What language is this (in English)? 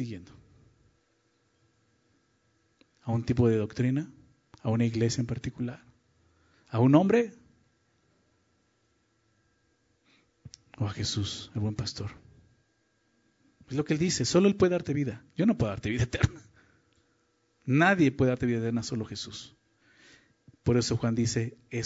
Spanish